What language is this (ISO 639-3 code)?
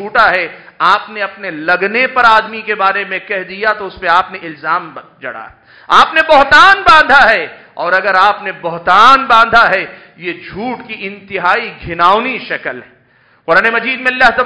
urd